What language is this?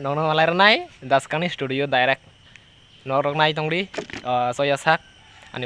Kok Borok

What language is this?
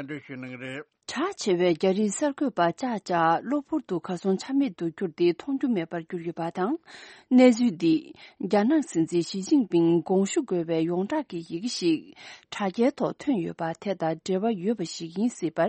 Tibetan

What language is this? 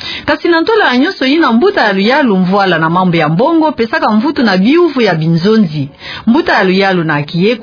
Kituba (Democratic Republic of Congo)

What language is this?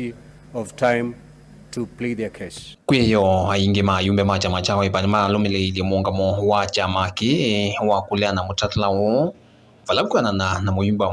Kamba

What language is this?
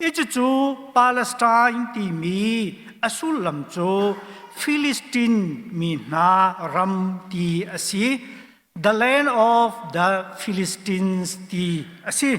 Hakha Chin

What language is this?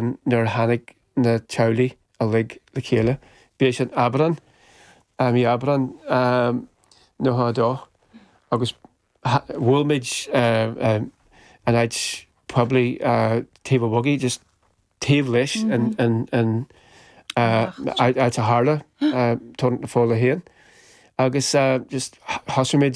Irish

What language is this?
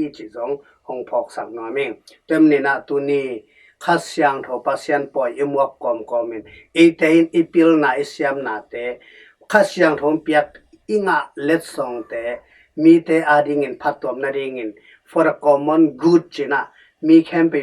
Tedim Chin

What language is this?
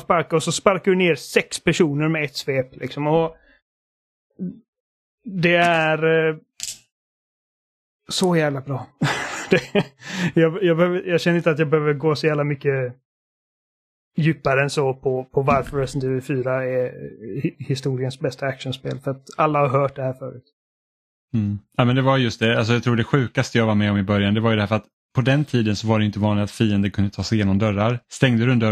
Swedish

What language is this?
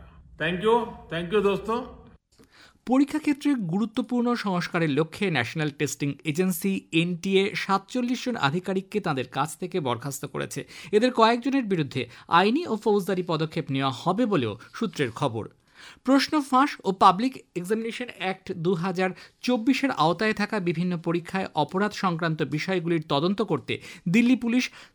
Bangla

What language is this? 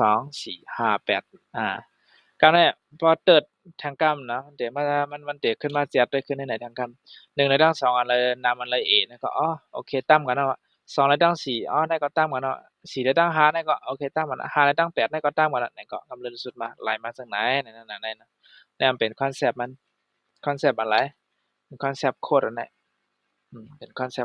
Shan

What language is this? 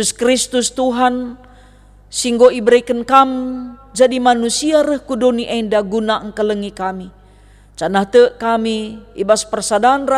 Batak Karo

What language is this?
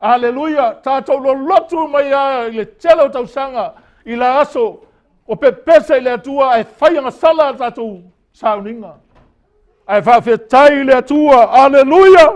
Samoan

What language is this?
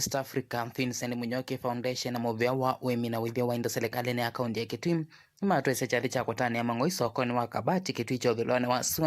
Kamba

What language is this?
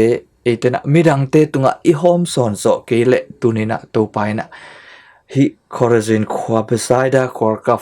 Tedim Chin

